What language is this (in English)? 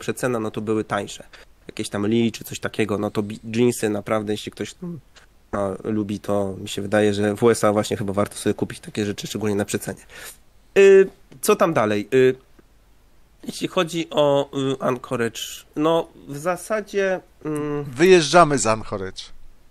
Polish